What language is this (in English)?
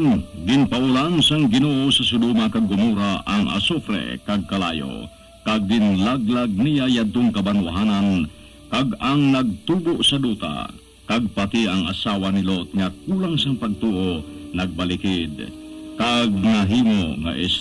Hiligaynon